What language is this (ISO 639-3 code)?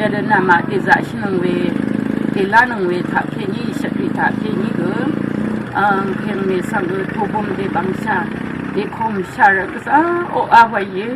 raw